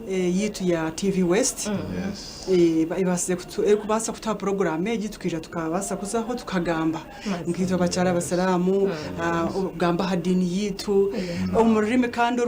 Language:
Nyankole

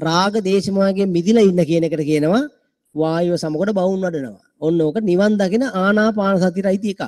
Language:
Sinhala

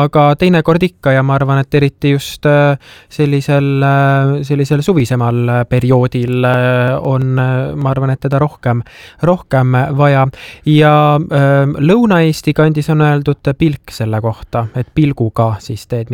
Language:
Estonian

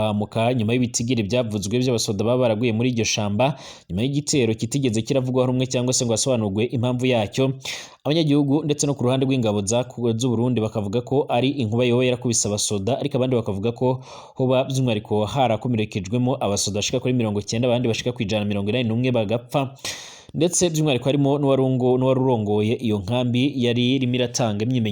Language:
Rundi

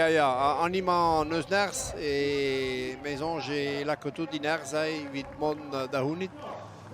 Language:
Breton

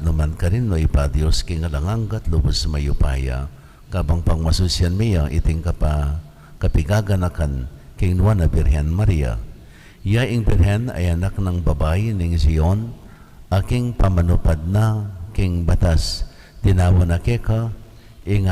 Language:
Pampanga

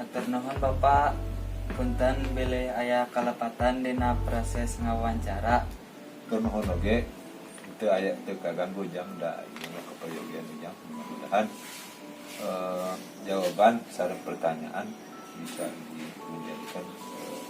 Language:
Sundanese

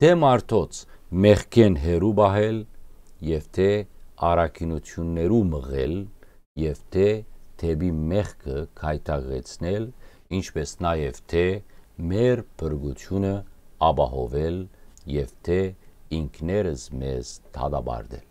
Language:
Western Armenian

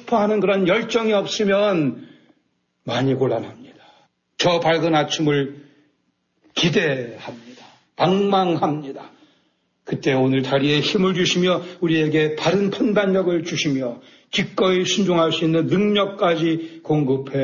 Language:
Korean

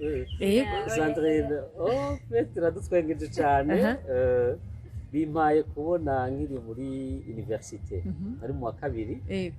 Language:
Rundi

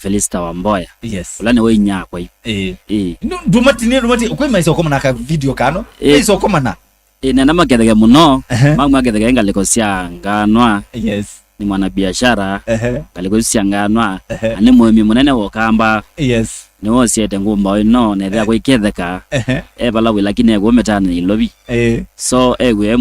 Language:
Kamba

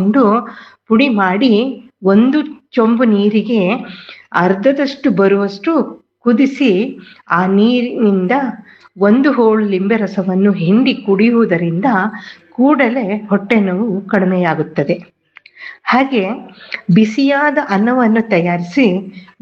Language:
Kannada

